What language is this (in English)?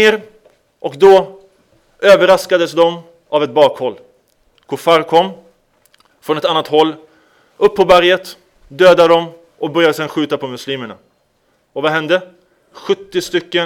Swedish